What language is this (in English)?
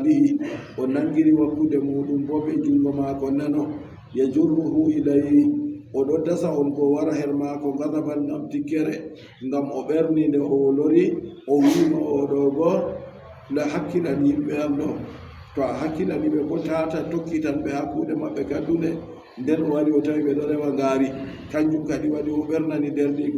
Adamawa Fulfulde